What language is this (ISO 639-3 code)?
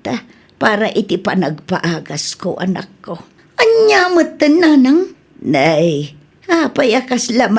ilo